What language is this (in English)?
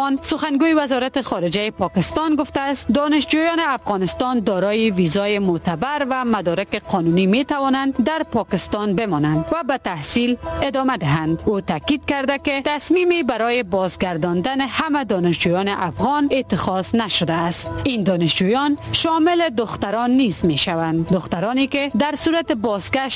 Persian